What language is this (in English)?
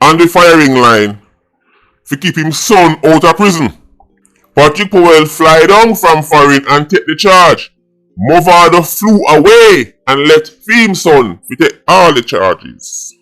Jamaican Creole English